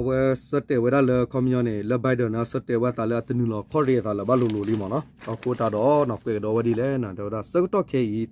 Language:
S'gaw Karen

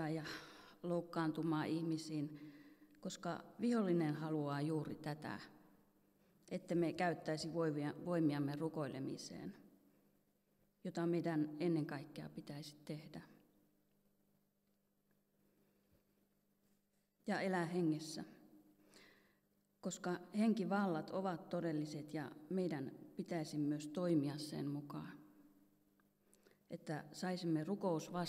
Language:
Finnish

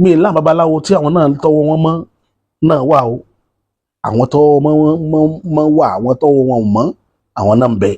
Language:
Yoruba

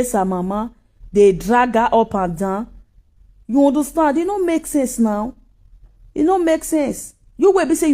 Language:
Nigerian Pidgin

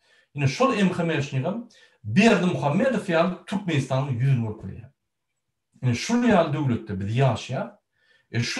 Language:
Turkmen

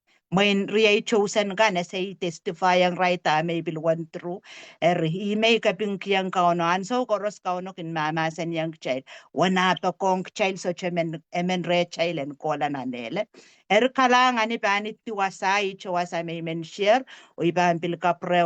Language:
Pohnpeian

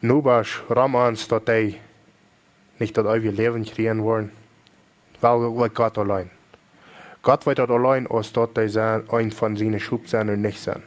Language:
Plautdietsch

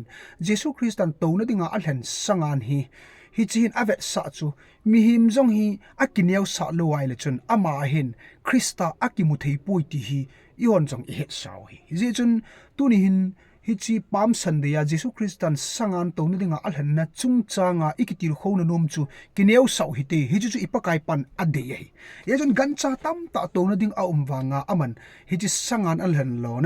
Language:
Thado Chin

